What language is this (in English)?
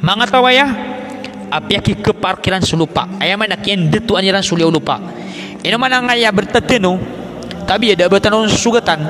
Maranao